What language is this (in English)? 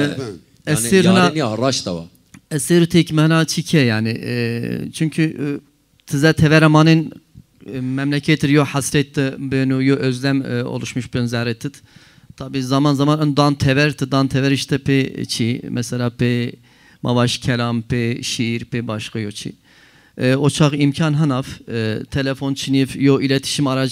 Zaza